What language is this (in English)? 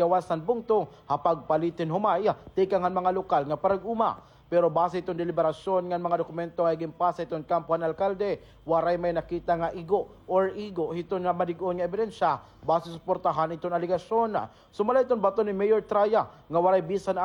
Waray